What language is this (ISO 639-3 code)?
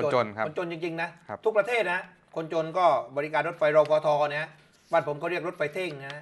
tha